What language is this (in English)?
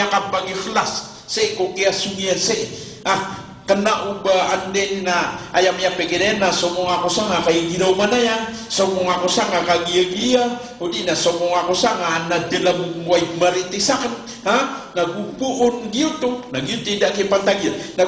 Maranao